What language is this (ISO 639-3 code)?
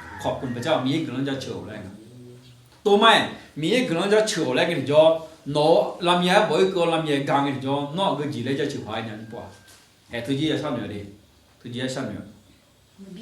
ahk